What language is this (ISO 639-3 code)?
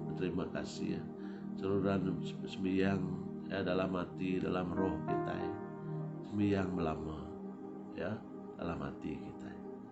iba